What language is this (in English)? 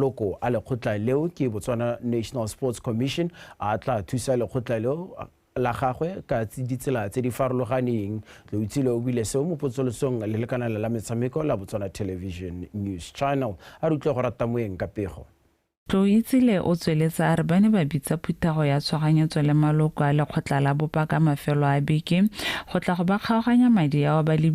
Tswana